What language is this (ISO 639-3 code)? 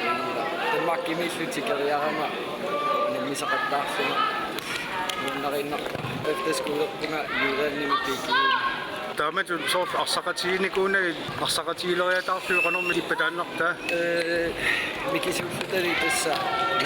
kal